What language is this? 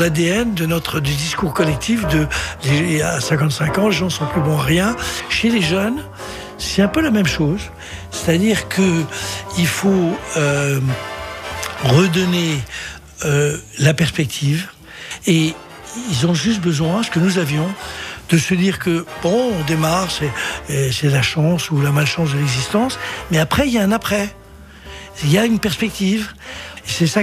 French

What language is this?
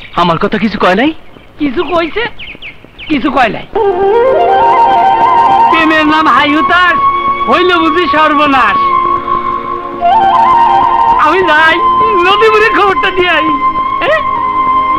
Bangla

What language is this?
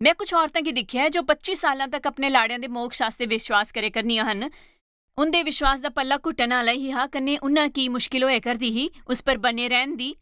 Dogri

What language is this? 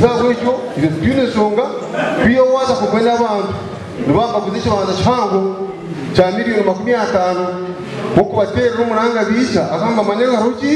Nyankole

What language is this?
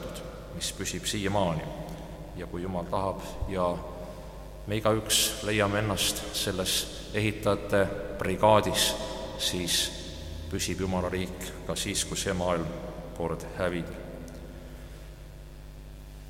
Estonian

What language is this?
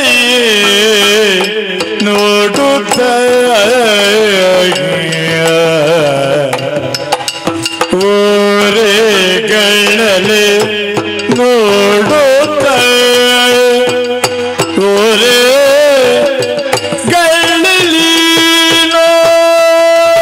Kannada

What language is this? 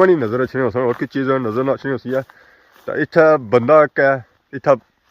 Pahari-Potwari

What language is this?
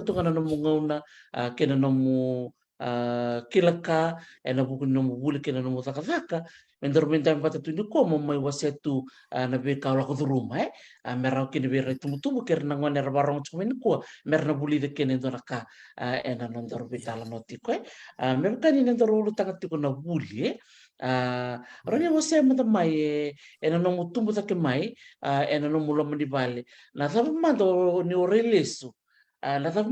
Fijian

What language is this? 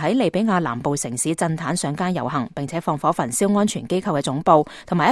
Cantonese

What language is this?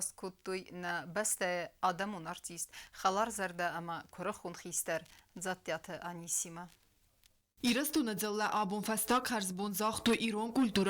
Ossetic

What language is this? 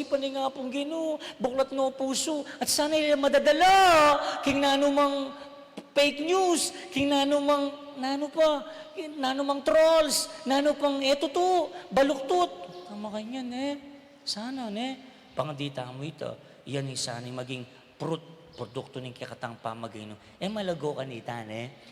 Pampanga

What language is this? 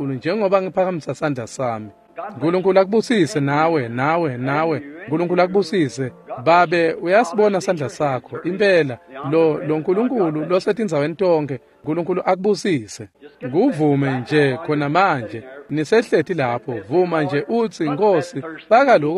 Swati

